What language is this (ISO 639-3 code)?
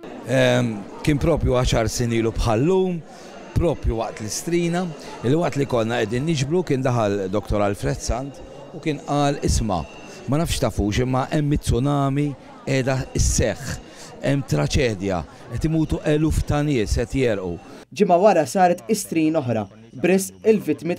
mlt